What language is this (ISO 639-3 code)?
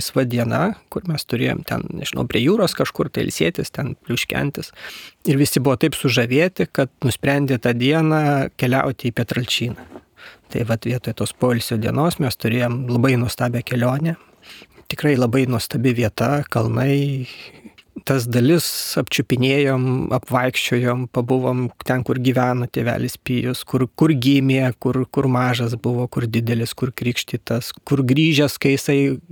lit